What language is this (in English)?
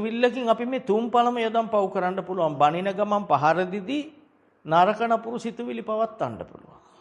Sinhala